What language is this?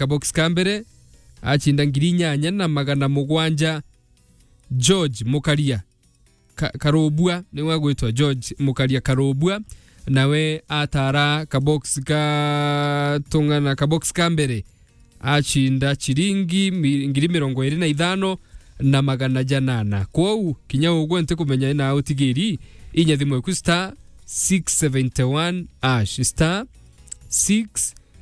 Meru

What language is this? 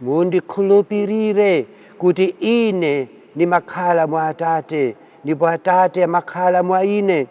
Nyanja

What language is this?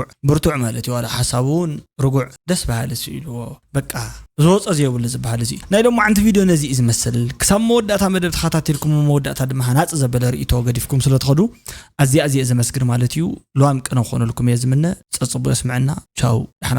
Tigrinya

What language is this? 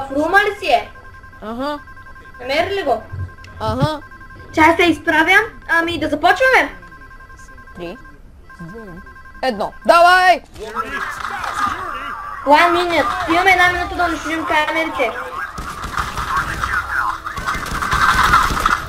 Bulgarian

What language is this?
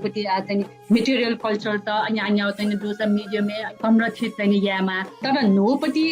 Newari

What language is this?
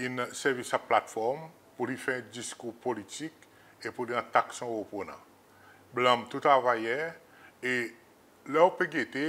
Seselwa Creole French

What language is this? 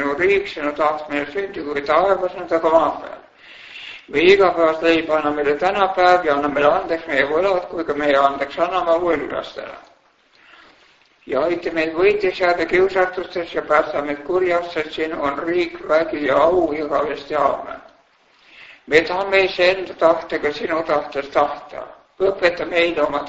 Estonian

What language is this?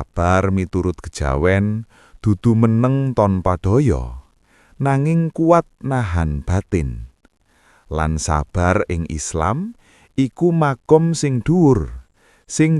Javanese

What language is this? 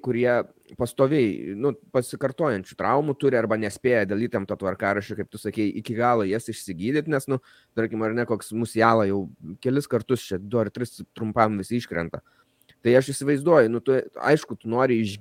Lithuanian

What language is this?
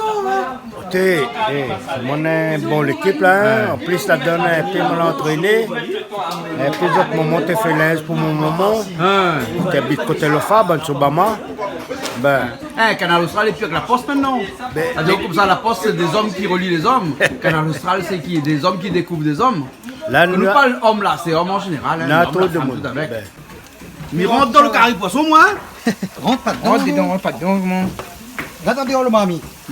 Réunion Creole French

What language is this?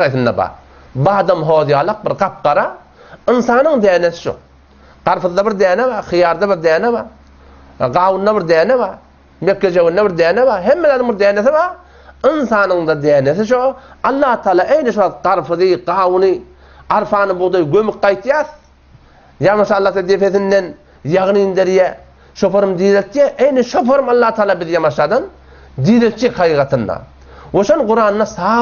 Turkmen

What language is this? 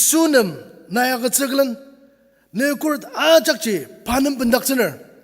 Ao Naga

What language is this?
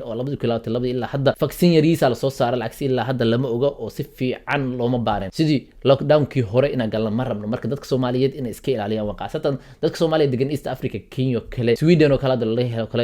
Somali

